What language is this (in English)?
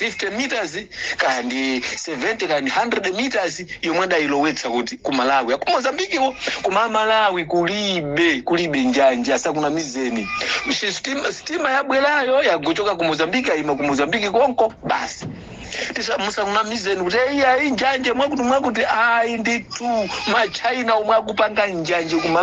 Nyanja